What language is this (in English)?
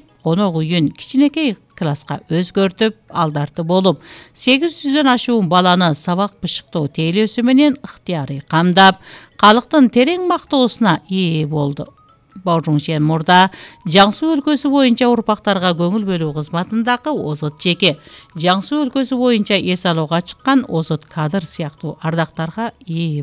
Kyrgyz